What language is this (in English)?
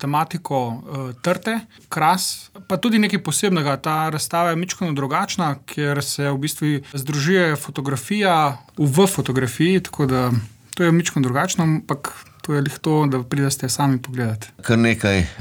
Slovenian